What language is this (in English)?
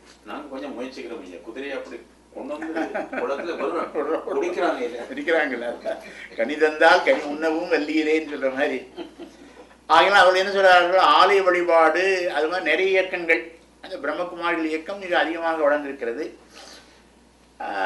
Tamil